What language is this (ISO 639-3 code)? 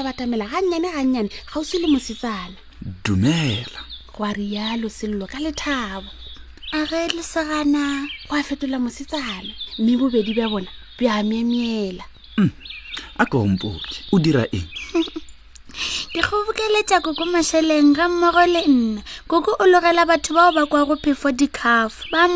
nso